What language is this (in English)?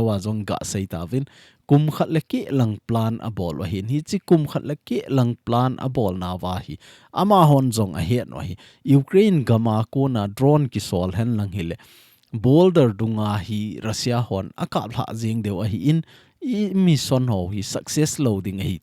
Thado Chin